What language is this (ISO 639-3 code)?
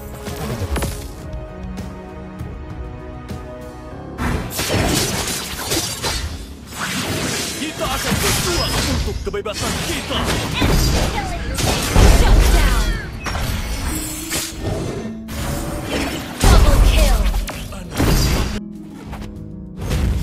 ind